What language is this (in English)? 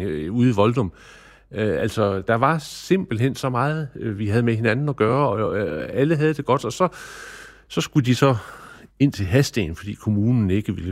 Danish